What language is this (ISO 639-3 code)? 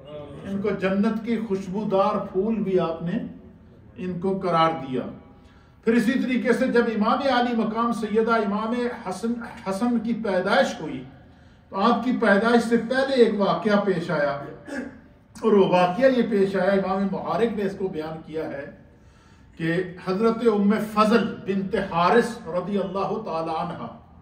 urd